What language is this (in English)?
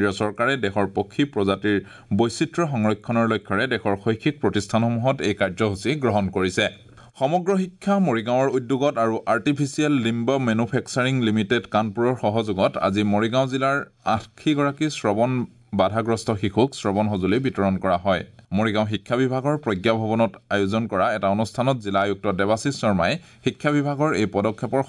Assamese